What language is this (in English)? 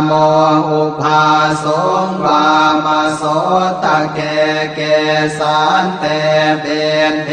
Pali